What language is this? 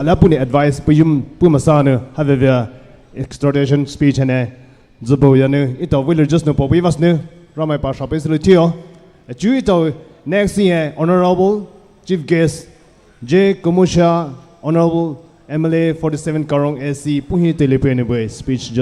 Poumei Naga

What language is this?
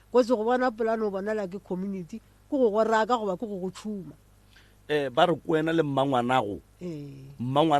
Northern Sotho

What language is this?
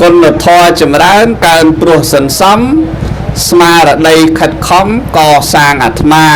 Khmer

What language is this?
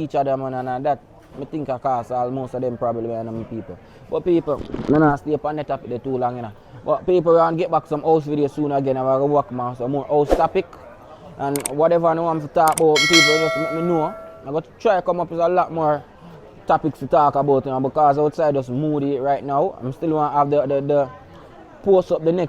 Jamaican Creole English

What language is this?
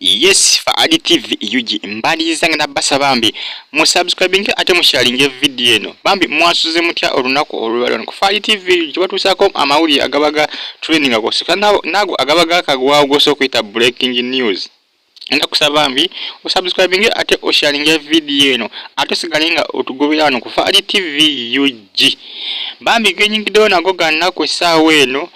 Ganda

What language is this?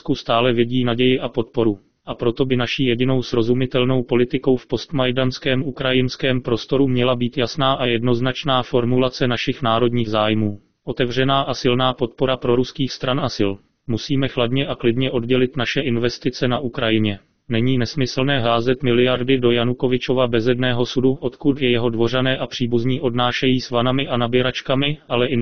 Czech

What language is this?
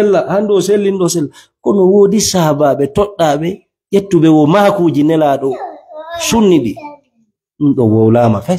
Fula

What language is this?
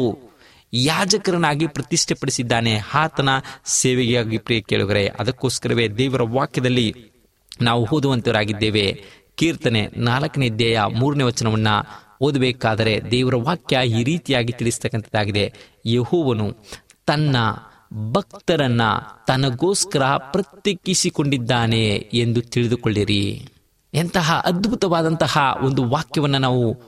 Kannada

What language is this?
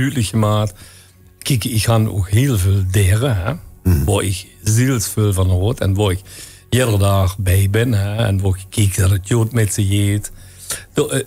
Limburgish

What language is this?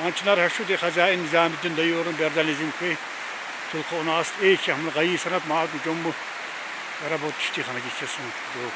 Tsakhur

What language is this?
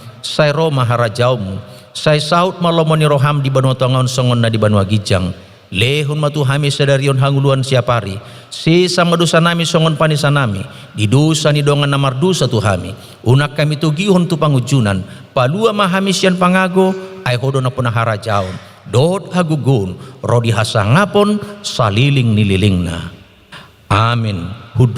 Batak Toba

